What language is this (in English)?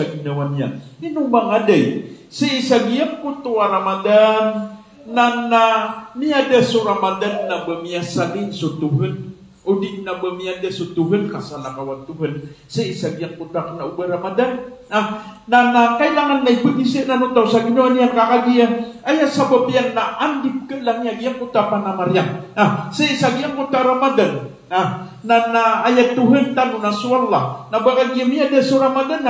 Maranao